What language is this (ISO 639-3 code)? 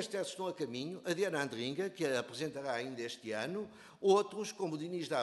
por